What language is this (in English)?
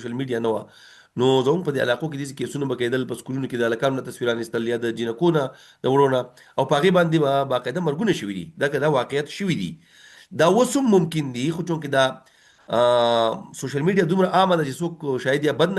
Pashto